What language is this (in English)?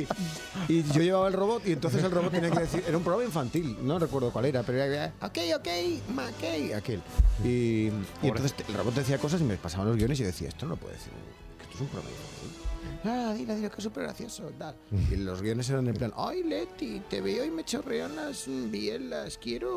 Spanish